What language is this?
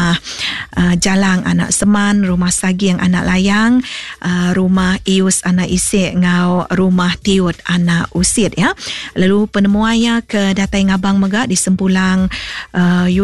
Iban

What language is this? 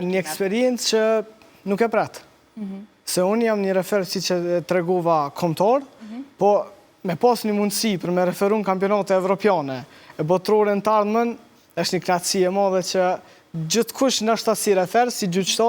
Albanian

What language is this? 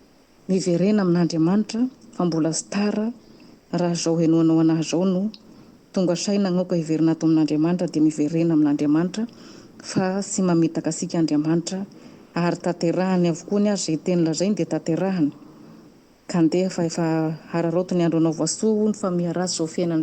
Malagasy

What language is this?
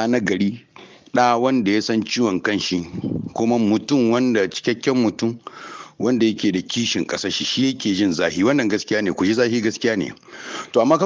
Hausa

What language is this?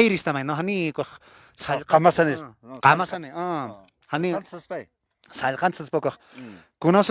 Aymara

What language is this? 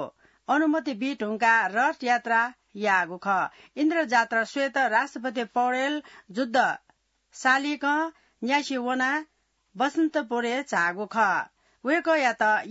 Newari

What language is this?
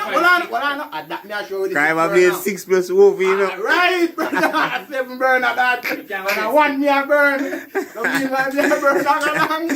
Jamaican Creole English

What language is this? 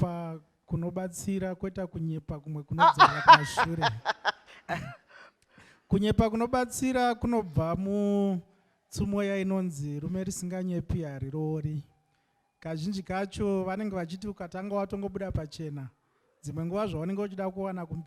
Shona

